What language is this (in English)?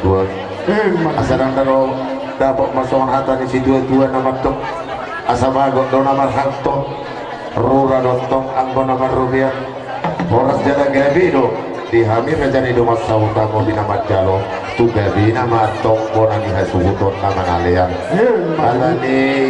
Batak Toba